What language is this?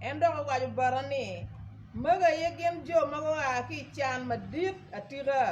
Acoli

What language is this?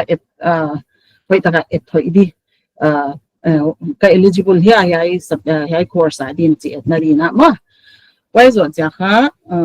Paite Chin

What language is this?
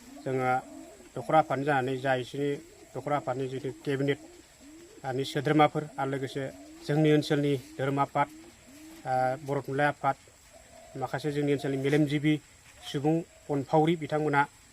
Bodo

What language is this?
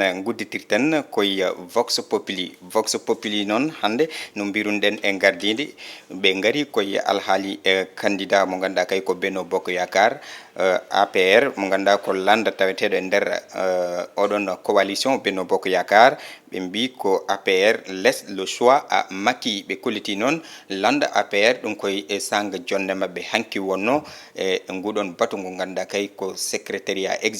Fula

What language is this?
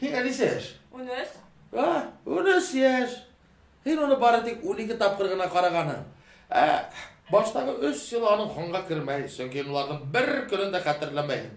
Bashkir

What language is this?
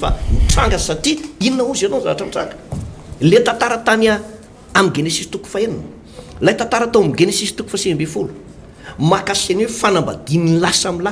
Malagasy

